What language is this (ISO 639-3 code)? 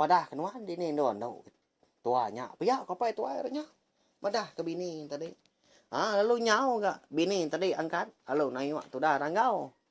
iba